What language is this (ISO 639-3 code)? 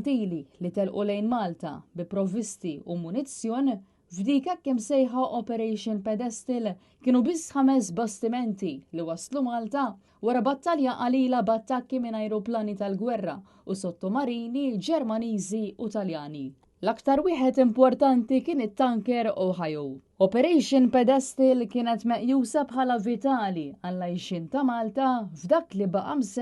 mlt